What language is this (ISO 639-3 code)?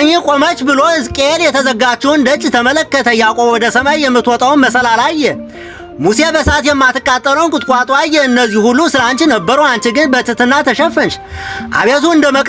amh